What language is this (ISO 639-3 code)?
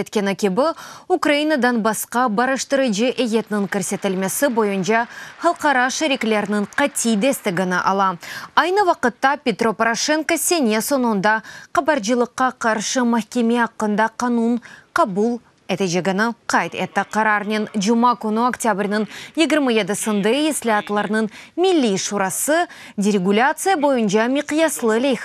crh